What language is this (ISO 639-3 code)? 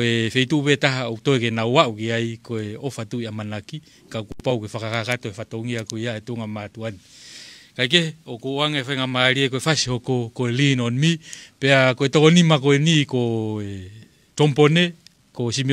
ton